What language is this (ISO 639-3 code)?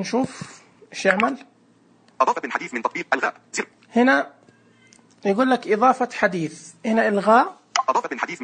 ars